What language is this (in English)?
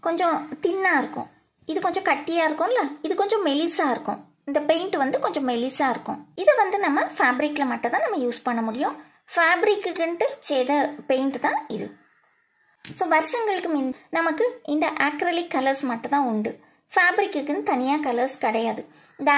Tamil